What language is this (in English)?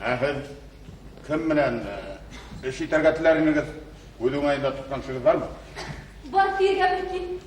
Bashkir